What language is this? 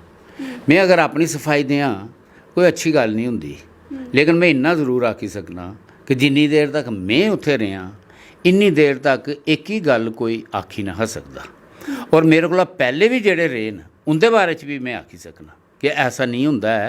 Dogri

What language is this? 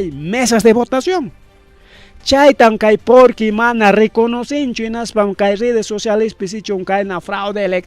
Ayacucho Quechua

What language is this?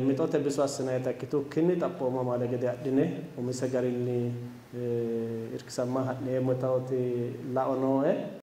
Sidamo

